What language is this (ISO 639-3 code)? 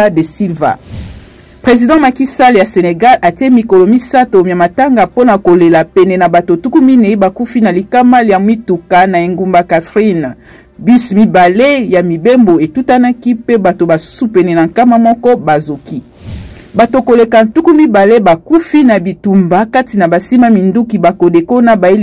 lin